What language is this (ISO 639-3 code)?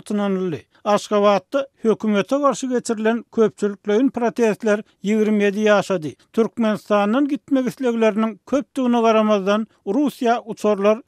tuk